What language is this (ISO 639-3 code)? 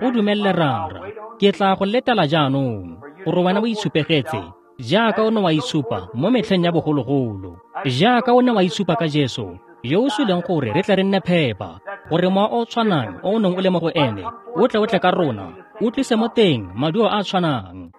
tsn